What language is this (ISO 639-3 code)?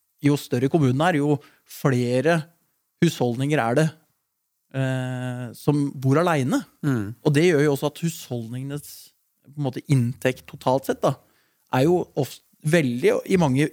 nor